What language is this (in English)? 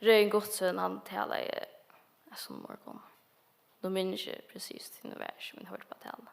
Faroese